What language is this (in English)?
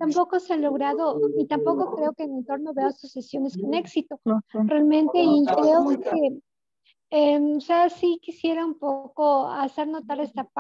Spanish